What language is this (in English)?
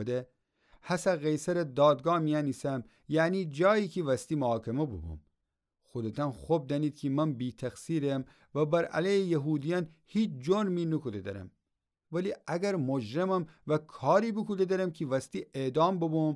Gilaki